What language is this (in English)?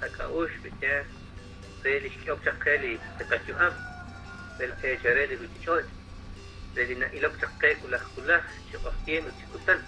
Kekchí